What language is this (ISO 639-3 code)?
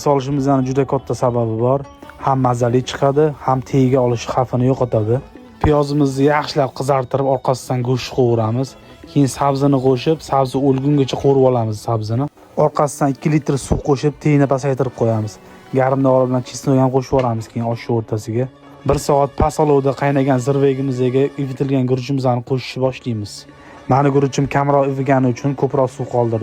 uzb